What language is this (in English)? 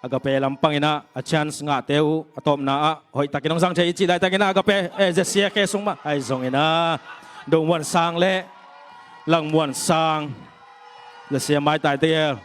Tedim Chin